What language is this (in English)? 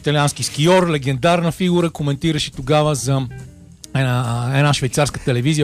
Bulgarian